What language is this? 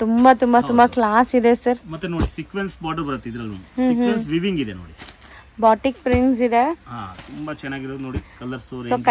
Kannada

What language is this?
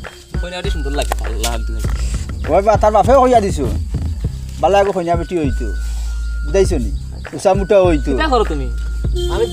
Sylheti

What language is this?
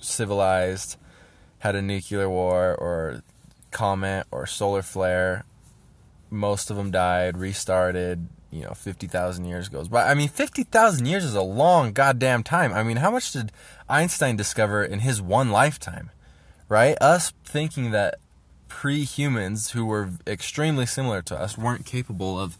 English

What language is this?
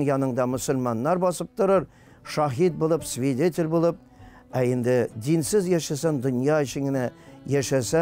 Tatar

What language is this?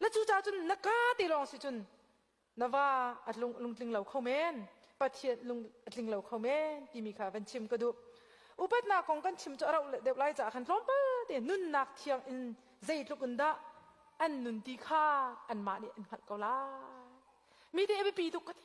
Hakha Chin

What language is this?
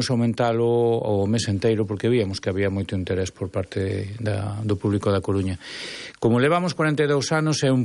Galician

